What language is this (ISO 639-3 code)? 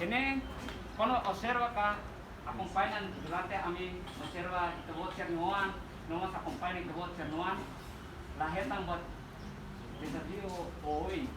tet